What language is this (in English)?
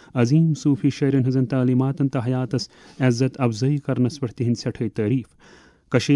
Kashmiri